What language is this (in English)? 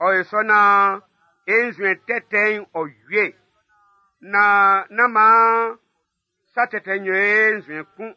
Baoulé